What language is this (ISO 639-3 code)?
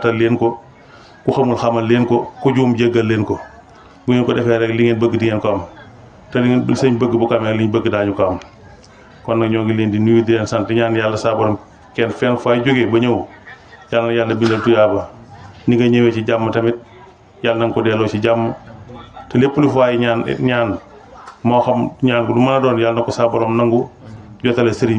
wol